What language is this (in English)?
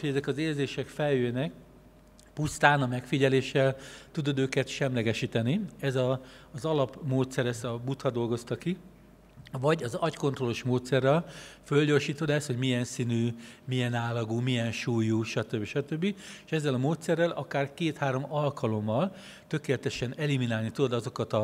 Hungarian